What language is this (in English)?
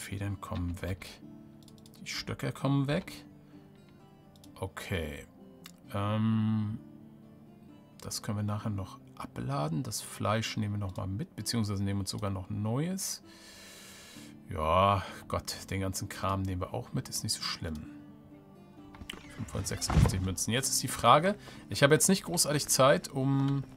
German